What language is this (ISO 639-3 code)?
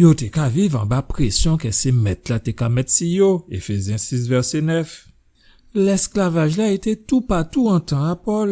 gcf